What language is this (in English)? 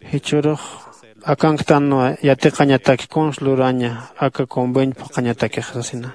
Aymara